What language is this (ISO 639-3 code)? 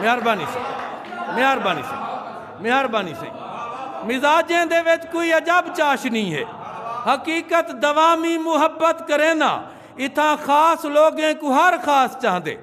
skr